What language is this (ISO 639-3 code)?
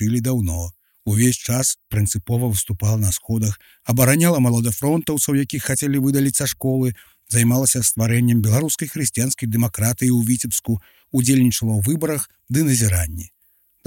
bel